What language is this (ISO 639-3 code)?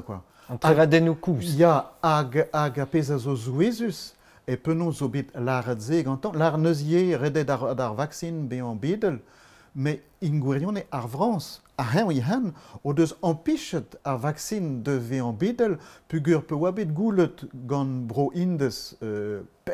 bre